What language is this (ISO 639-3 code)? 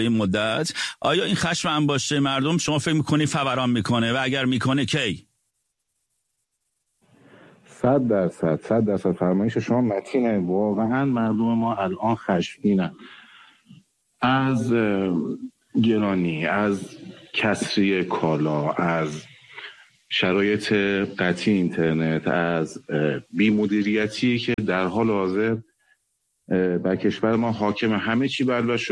fas